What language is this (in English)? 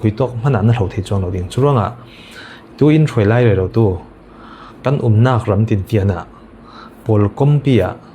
Falam Chin